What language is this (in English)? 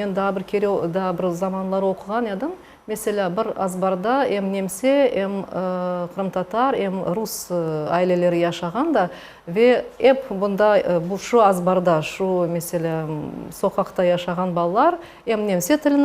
Crimean Tatar